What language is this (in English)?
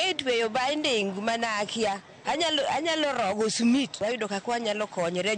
Luo (Kenya and Tanzania)